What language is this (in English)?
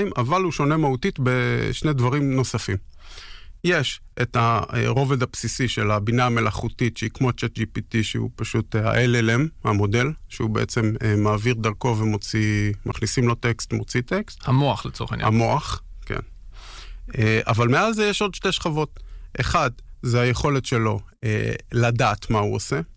Hebrew